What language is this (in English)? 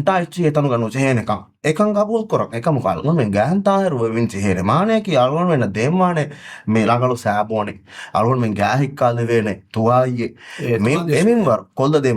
Divehi